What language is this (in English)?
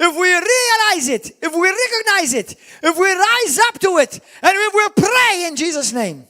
English